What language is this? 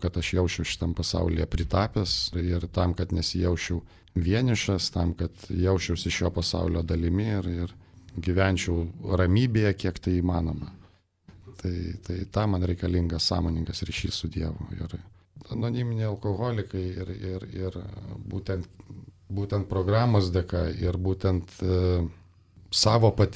Lithuanian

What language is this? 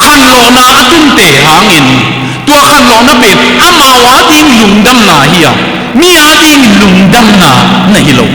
Tedim Chin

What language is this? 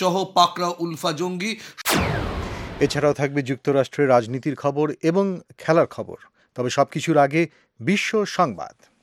Bangla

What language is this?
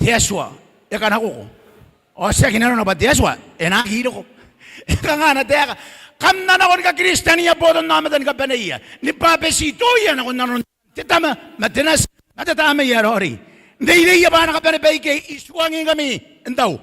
Gilbertese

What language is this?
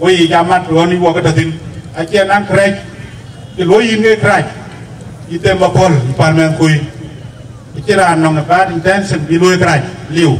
Dinka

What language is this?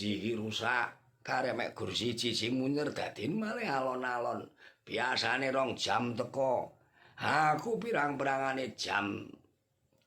Javanese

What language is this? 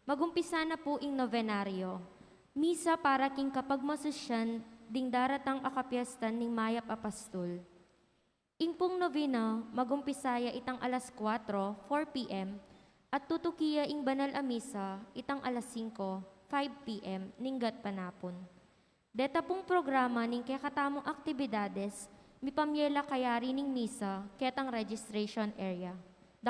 Pampanga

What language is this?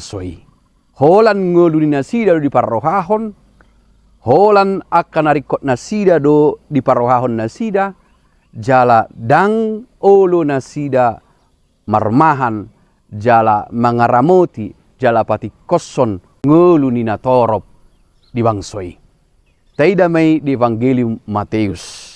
Batak Toba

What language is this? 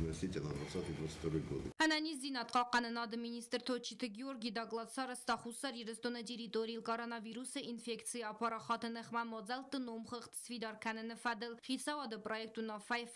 Ossetic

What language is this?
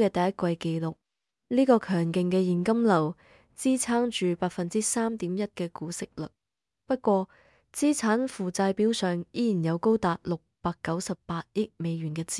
Cantonese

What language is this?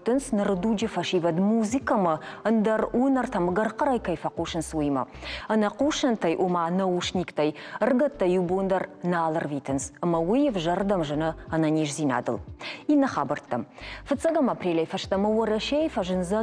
Ossetic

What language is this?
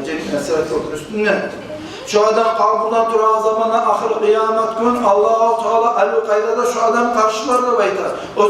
Kumyk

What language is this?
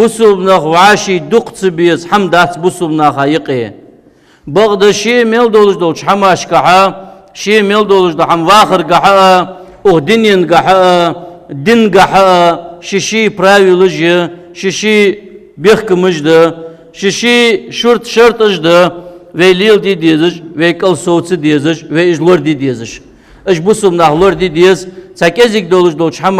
Ingush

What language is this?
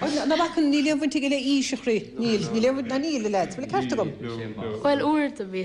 Irish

